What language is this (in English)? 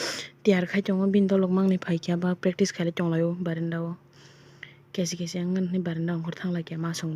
Kok Borok